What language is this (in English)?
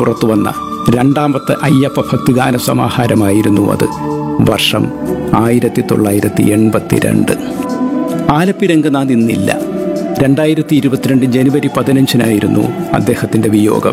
Malayalam